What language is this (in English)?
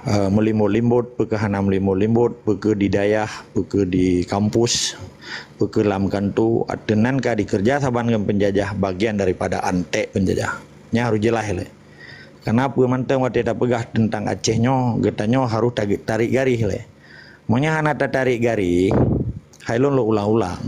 Achinese